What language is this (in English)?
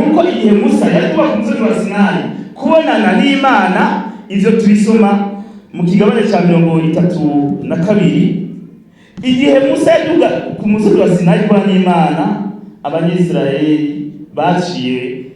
Rundi